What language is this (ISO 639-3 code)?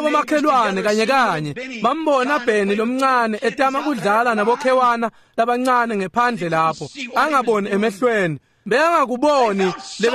ssw